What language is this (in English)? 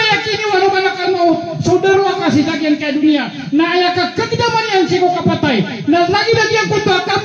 Maranao